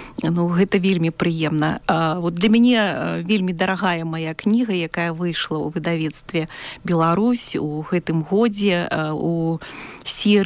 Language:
Belarusian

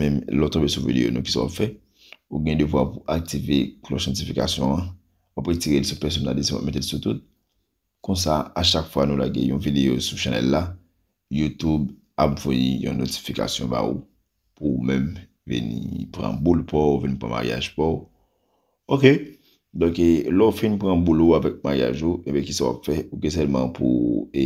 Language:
Haitian Creole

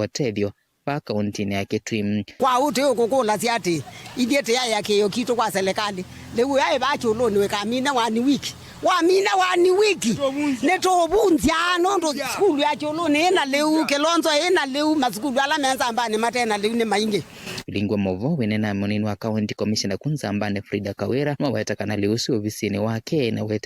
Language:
Kamba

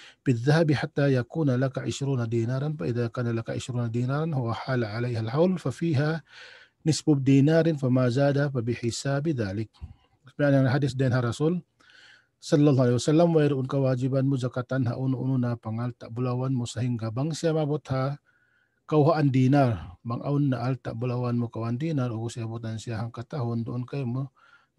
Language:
Tausug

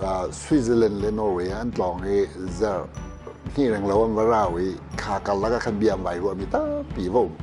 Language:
Hakha Chin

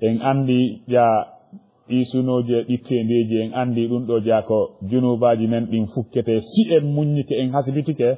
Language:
Fula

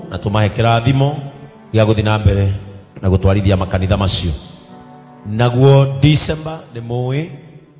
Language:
Kikuyu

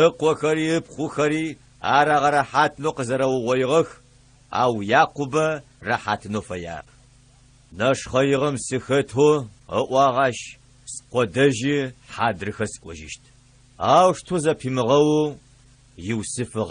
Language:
Adyghe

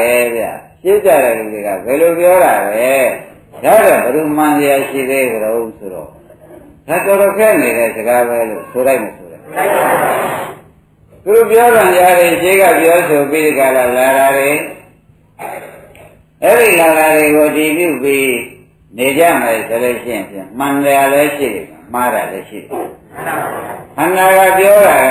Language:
Burmese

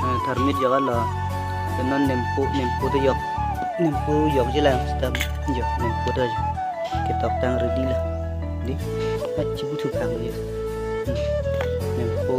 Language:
Karbi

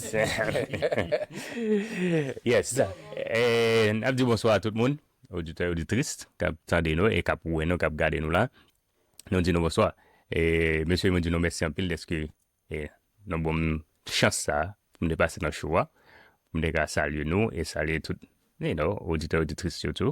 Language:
Haitian Creole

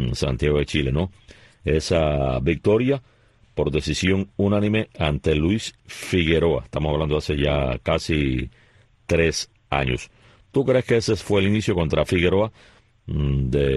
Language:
Spanish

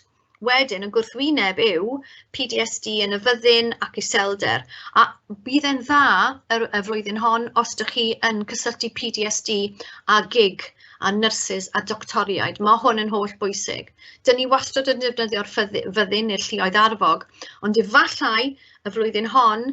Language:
Welsh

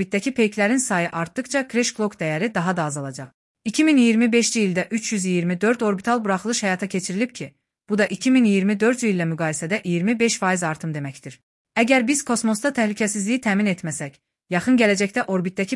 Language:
Azerbaijani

